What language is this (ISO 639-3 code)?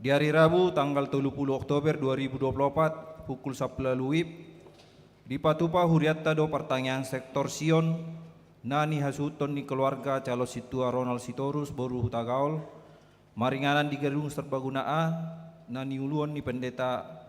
bbc